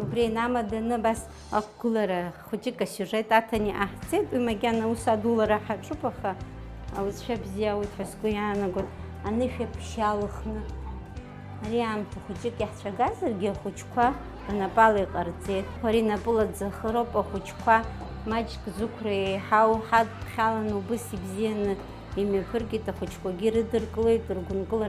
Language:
Abkhazian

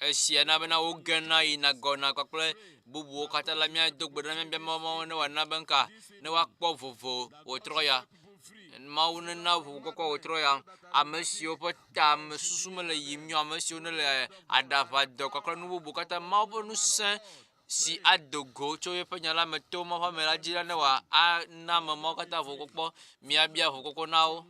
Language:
Ewe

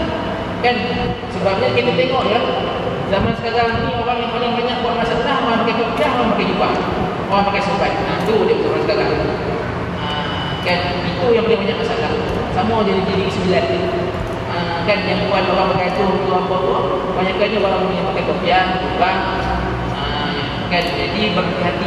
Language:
Malay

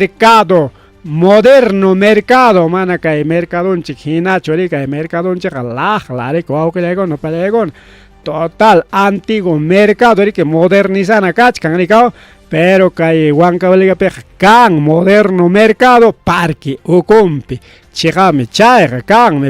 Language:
Ayacucho Quechua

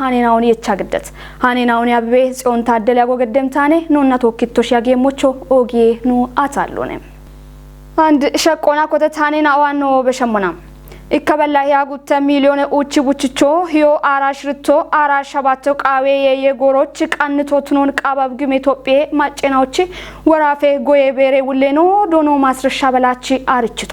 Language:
Kafa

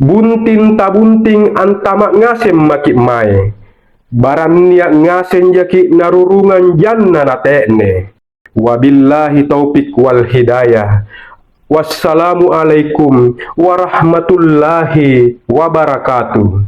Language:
Makasar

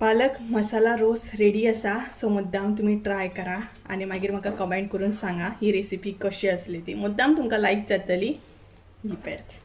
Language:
Konkani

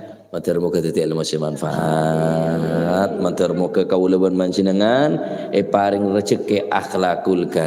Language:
Madurese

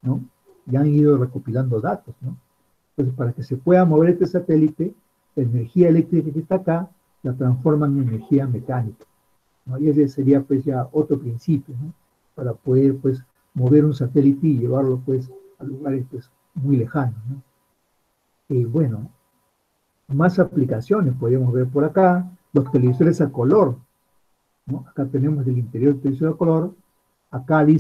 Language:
Spanish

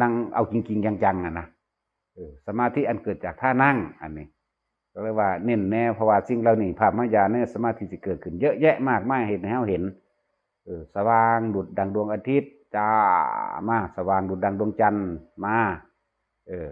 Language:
Northeastern Thai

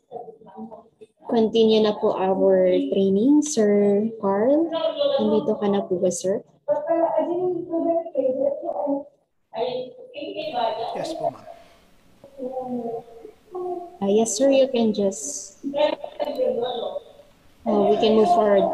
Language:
Filipino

